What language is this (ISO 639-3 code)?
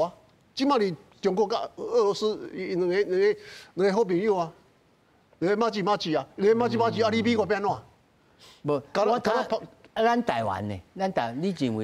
nan